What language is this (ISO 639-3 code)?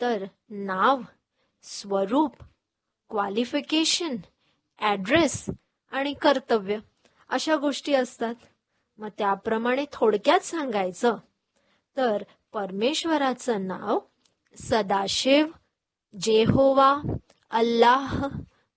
mar